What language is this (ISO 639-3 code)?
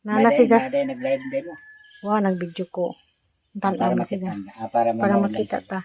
ceb